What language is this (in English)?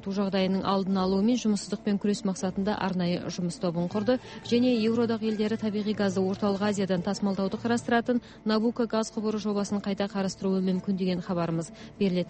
Kazakh